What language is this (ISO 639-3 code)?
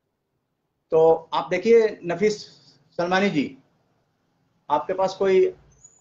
hin